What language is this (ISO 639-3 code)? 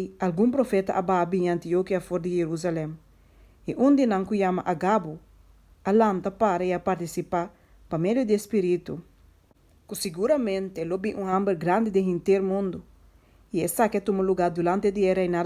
pap